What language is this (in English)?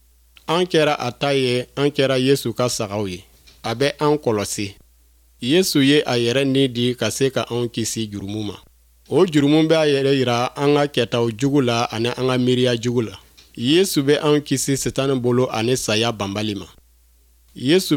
Bambara